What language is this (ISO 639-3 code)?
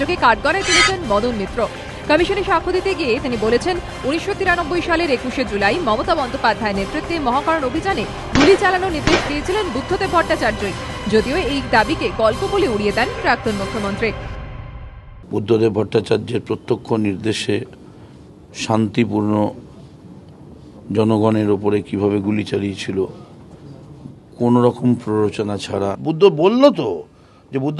ben